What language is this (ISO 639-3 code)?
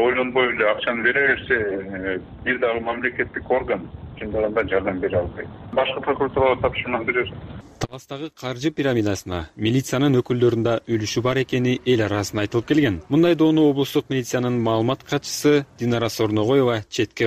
kir